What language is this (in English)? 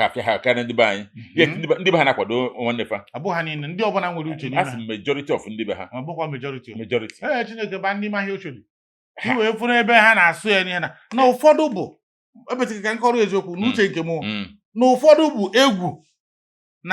Igbo